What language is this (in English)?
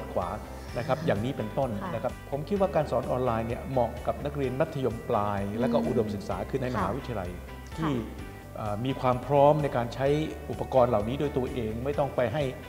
Thai